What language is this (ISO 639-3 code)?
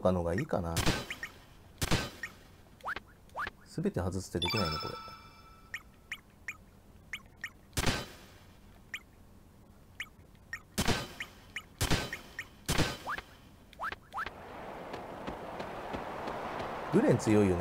jpn